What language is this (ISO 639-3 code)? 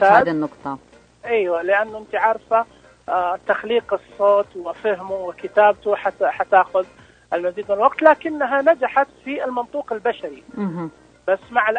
ars